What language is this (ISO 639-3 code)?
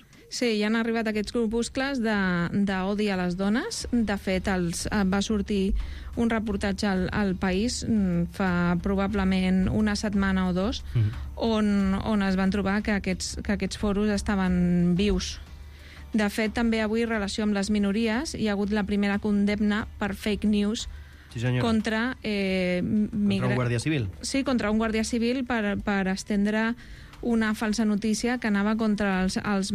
cat